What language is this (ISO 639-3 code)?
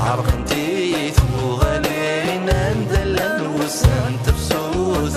kab